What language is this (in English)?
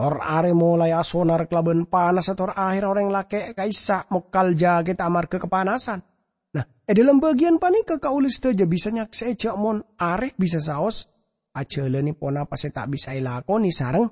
Madurese